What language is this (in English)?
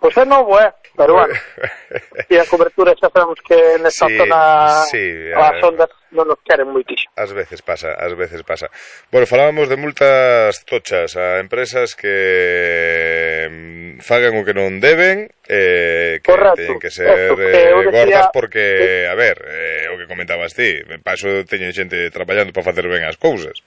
Galician